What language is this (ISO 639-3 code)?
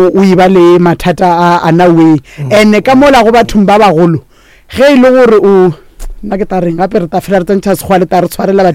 nso